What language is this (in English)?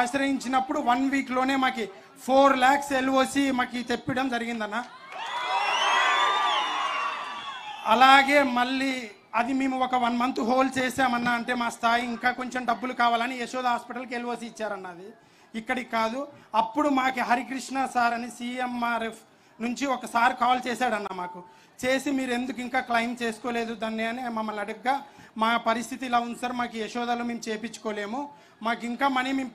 Telugu